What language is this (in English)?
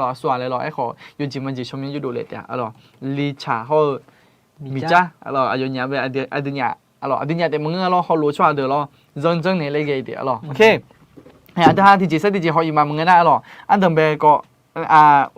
Akha